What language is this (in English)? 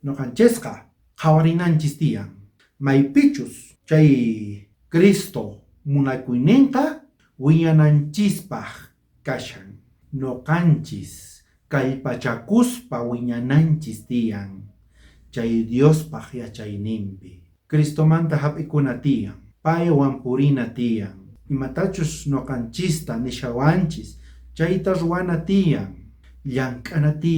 South Bolivian Quechua